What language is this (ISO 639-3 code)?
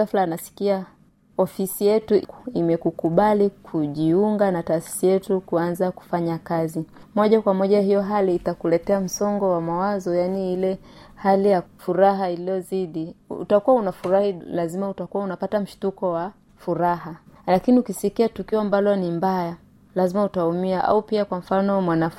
swa